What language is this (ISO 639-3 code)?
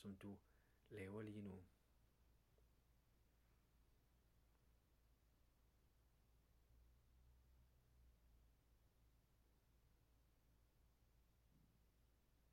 dan